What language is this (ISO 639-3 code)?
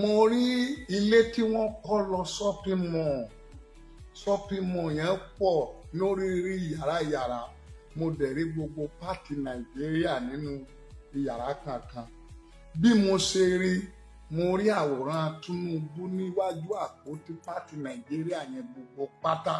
yor